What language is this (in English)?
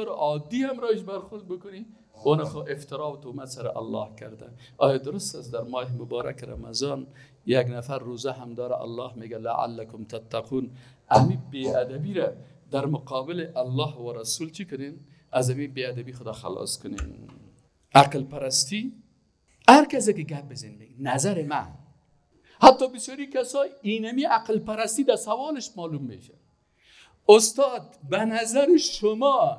Persian